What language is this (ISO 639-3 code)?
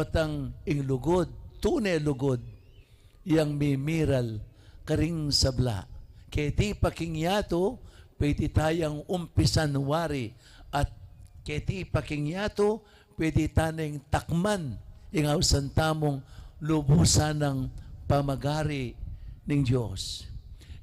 pam